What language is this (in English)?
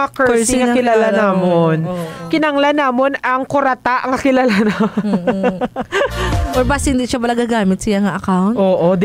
Hiligaynon